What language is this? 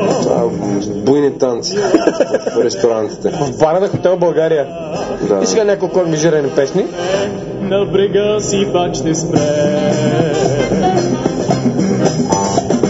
Bulgarian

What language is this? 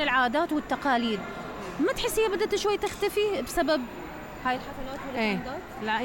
Mesopotamian Arabic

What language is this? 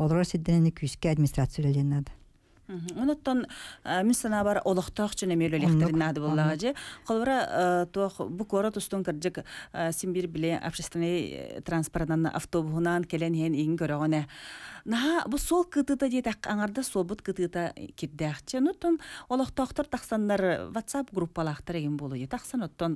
Yakut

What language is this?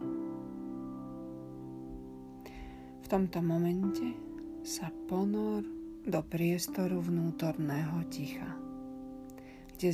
Slovak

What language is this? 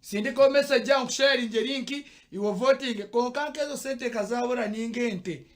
Nyankole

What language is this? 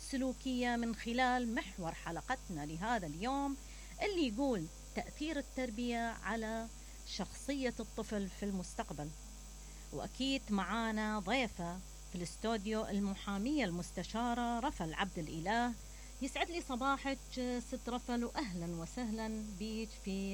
Mesopotamian Arabic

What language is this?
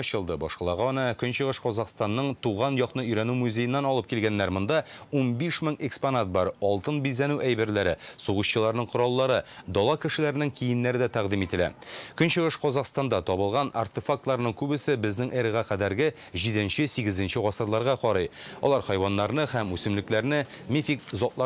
Tatar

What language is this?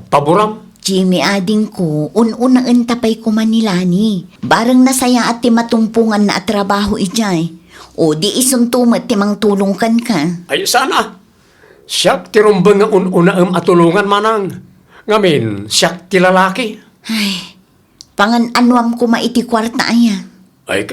Iloko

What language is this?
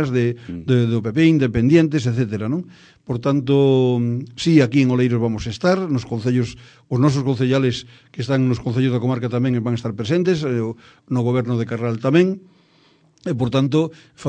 Galician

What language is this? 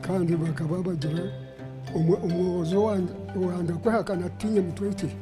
Nyankole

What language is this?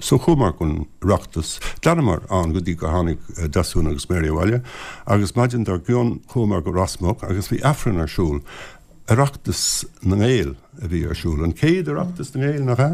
Irish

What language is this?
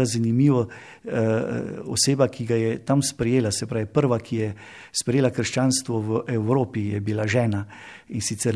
Slovenian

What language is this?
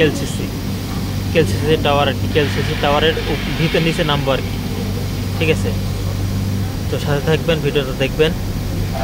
Bangla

